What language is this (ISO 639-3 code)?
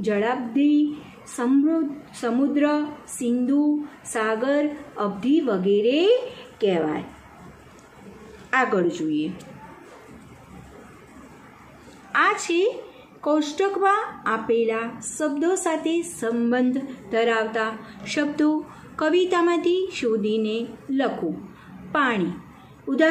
guj